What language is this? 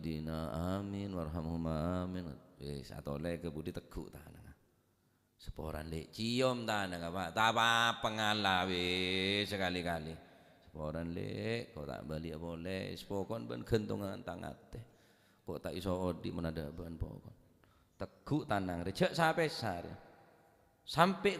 Madurese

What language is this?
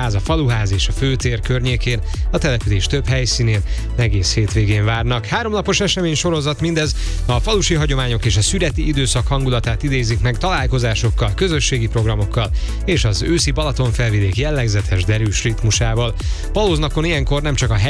Hungarian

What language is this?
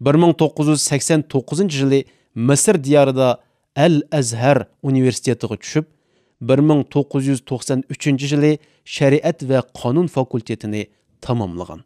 Uyghur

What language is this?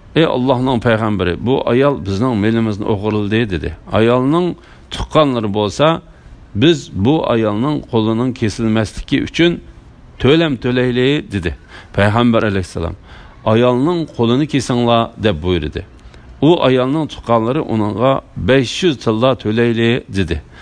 Uyghur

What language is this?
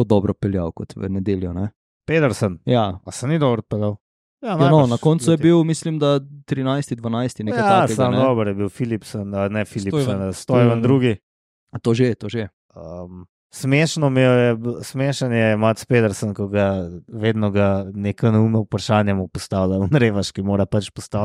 Slovenian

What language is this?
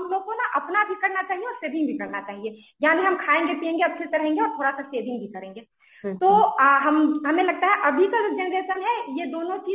Hindi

